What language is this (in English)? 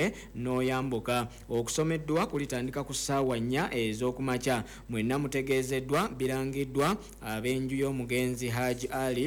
Ganda